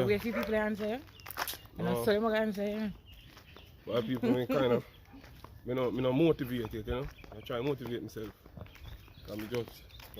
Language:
Jamaican Creole English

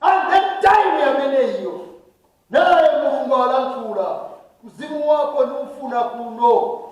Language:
Nyanja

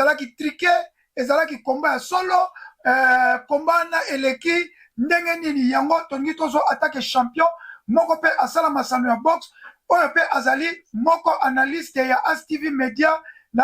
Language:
Lingala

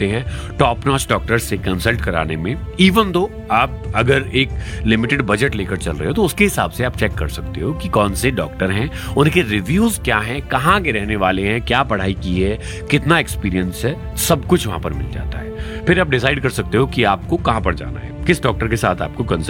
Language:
Hindi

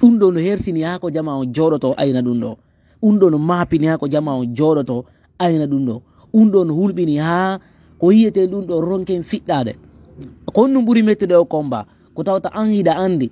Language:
Fula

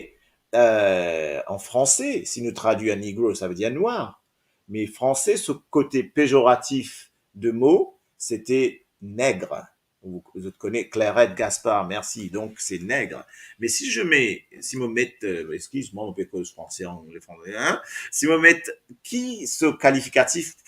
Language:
Morisyen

